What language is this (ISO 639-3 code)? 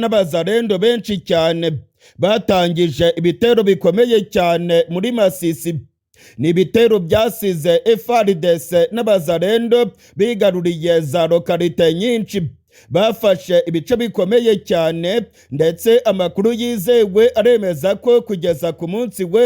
kin